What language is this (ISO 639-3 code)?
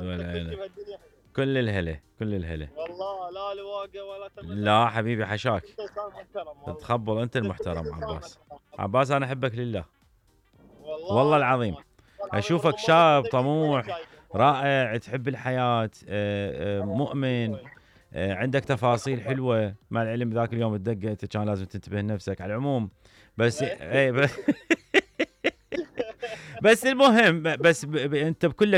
acm